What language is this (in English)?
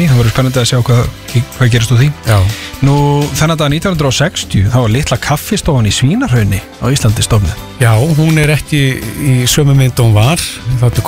Icelandic